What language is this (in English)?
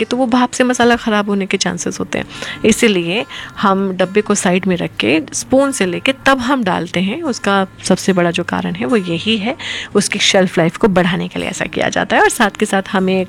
Hindi